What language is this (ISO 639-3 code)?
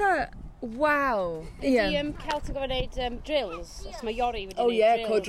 cym